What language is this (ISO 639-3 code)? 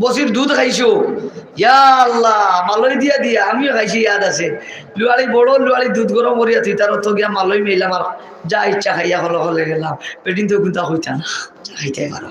syl